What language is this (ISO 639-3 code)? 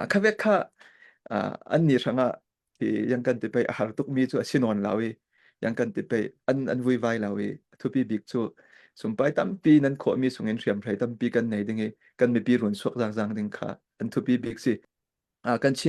cfm